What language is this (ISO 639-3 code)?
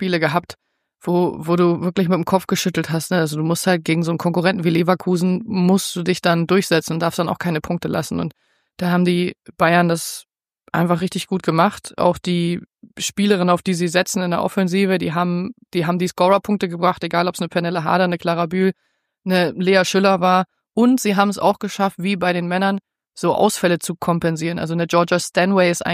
deu